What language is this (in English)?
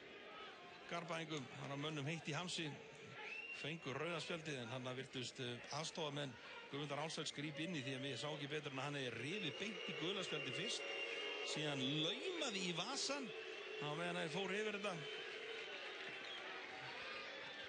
Icelandic